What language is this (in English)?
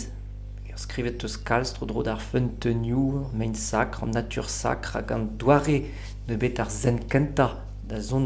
Breton